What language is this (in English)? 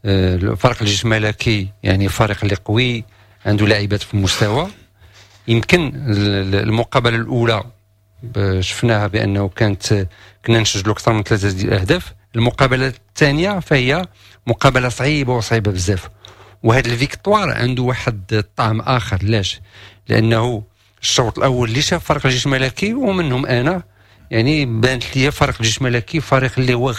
Moroccan Arabic